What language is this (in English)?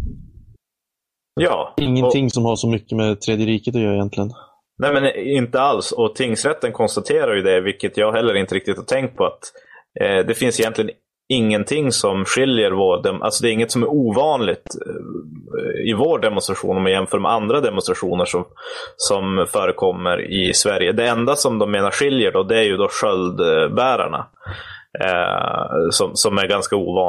Swedish